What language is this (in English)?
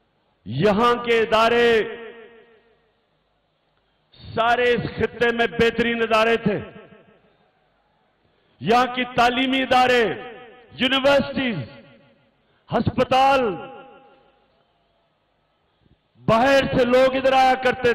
Urdu